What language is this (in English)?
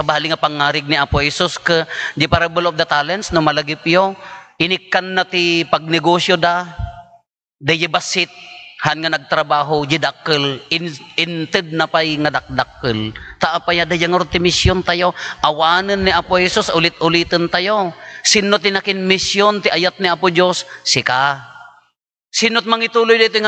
Iloko